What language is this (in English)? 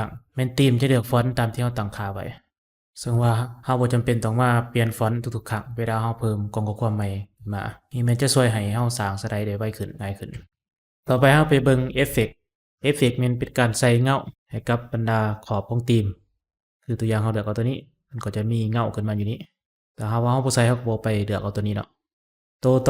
Lao